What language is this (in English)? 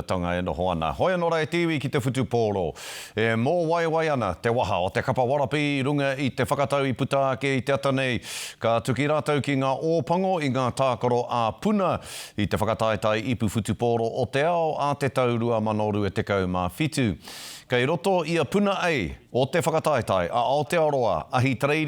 Māori